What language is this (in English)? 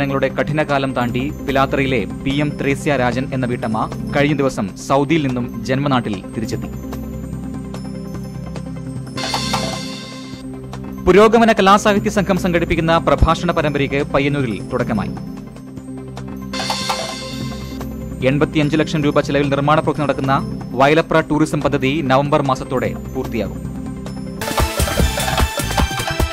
Malayalam